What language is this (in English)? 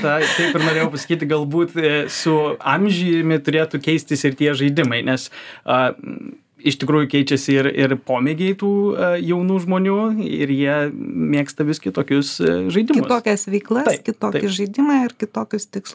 Lithuanian